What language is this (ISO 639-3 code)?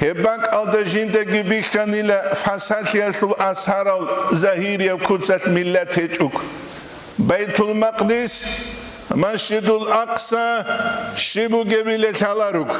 ava